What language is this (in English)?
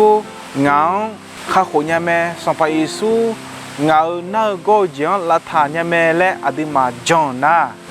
Akha